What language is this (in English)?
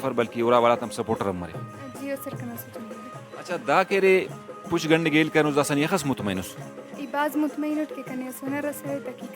Brahui